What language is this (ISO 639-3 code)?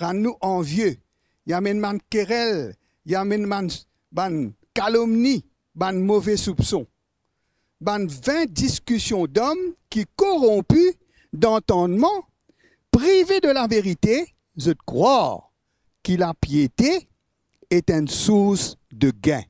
mfe